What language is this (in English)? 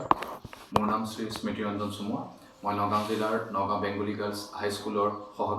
Assamese